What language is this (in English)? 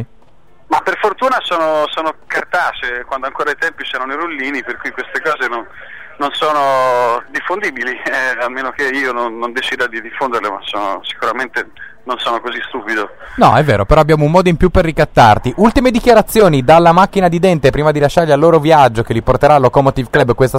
Italian